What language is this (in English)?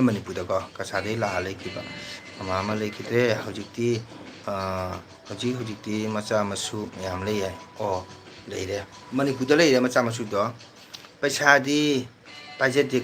Manipuri